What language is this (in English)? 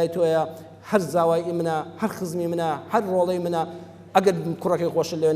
Central Kurdish